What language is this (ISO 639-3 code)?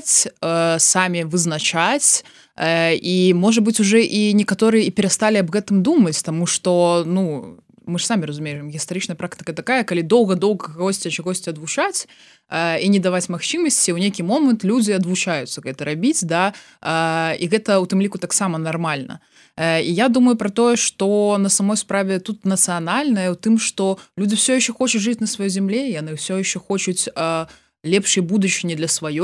bel